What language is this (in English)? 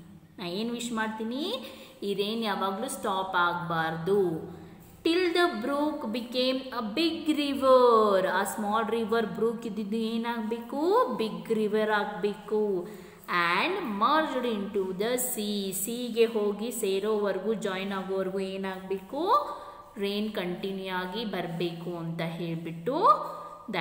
Kannada